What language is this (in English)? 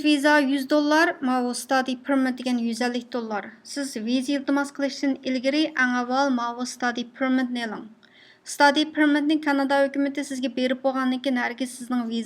Uyghur